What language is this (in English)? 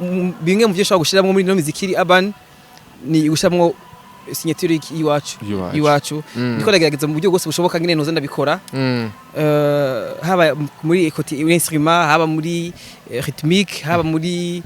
Rundi